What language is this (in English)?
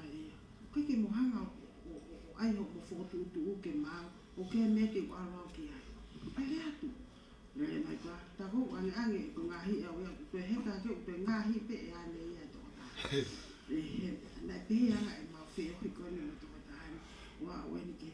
Tongan